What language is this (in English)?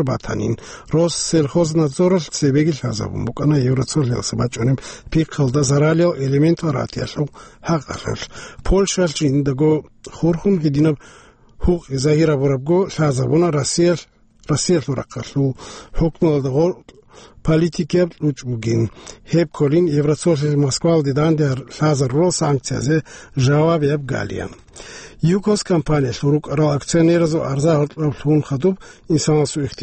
Avaric